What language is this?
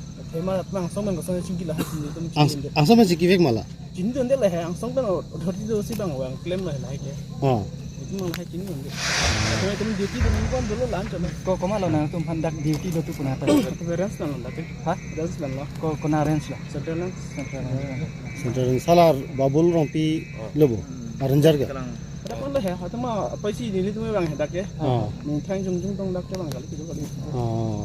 Karbi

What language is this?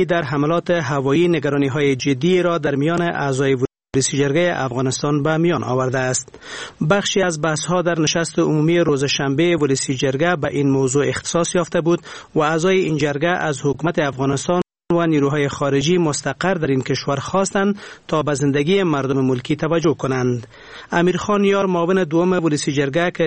Persian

